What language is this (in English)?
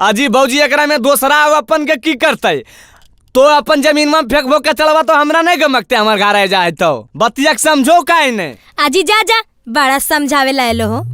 Magahi